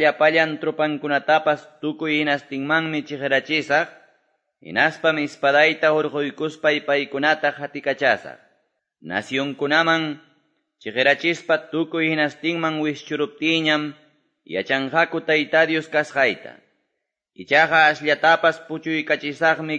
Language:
Quechua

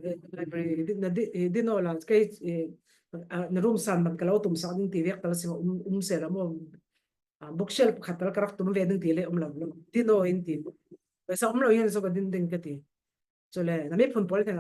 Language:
Falam Chin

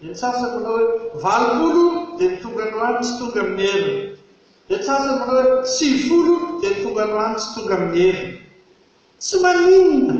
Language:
Malagasy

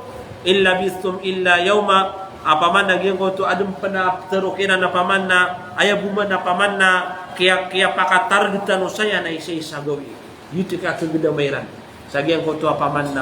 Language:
Maranao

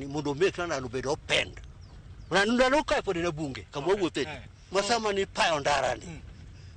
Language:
Luo (Kenya and Tanzania)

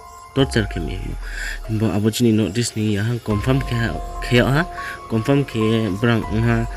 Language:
Riang (India)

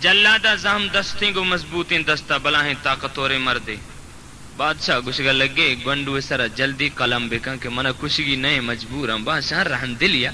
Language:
Baluchi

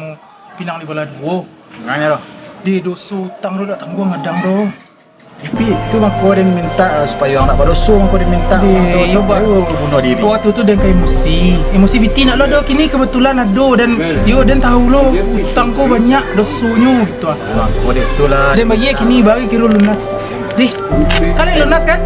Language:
Minangkabau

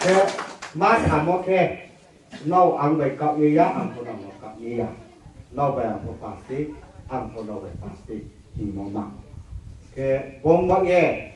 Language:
Riang (India)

